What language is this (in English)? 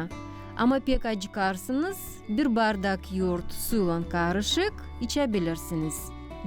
Gagauz